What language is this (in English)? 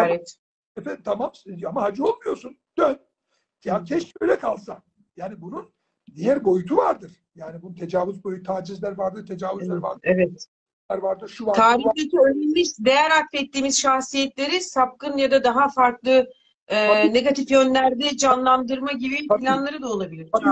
Turkish